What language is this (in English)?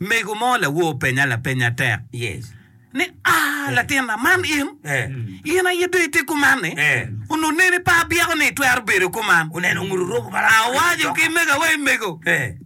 Acoli